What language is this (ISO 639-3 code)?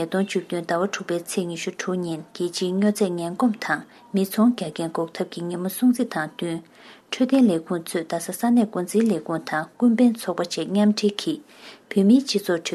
bod